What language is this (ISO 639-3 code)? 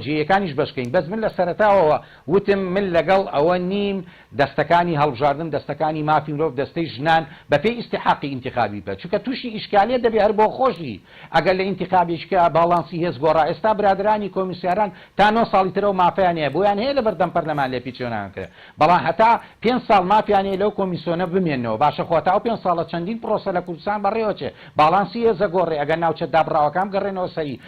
ckb